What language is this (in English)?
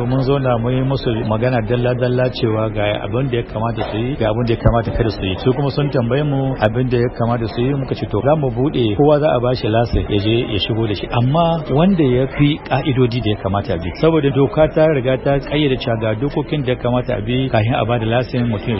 Hausa